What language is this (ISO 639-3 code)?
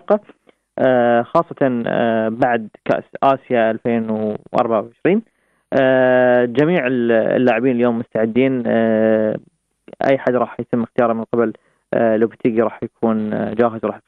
apc